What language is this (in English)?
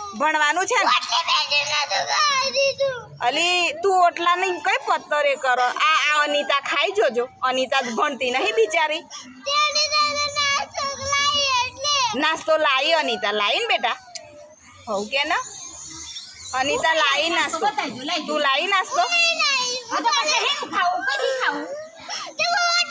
Gujarati